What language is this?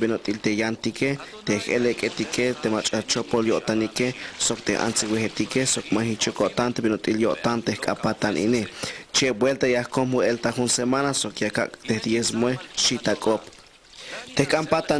Tzeltal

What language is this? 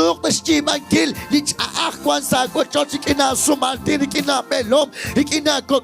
Kekchí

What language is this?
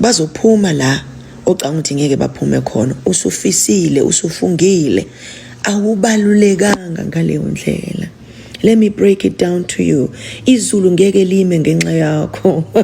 Zulu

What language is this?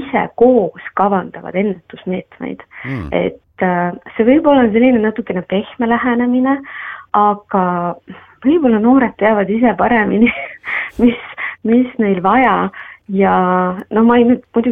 Estonian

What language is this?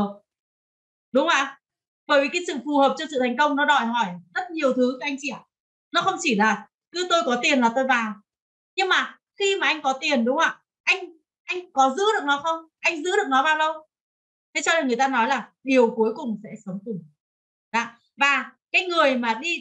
Vietnamese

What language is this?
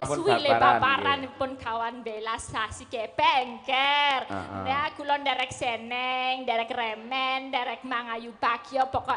Javanese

